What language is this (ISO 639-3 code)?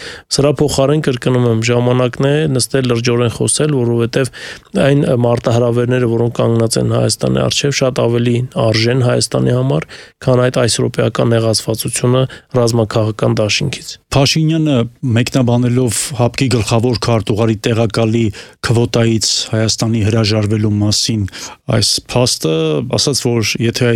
hye